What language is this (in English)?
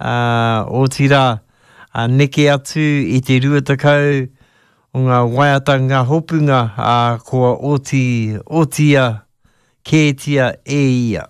Māori